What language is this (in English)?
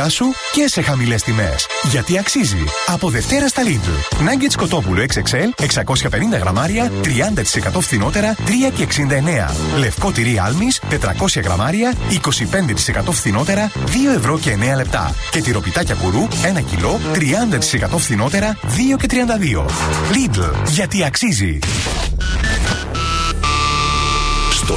Greek